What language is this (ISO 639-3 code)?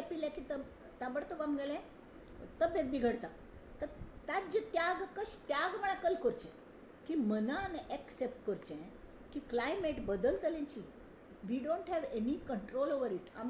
kok